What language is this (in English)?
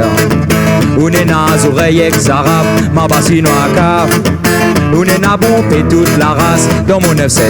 Réunion Creole French